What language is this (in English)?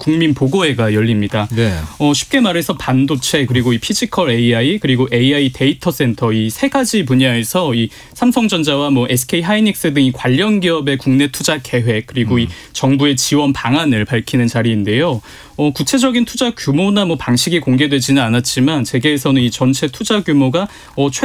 Korean